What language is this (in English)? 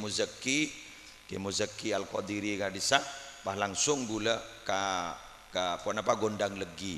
Madurese